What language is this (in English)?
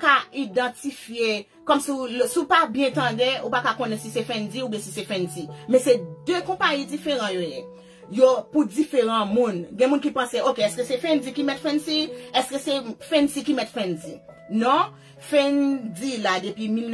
Haitian Creole